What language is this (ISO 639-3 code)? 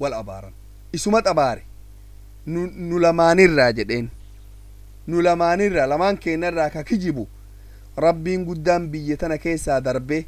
orm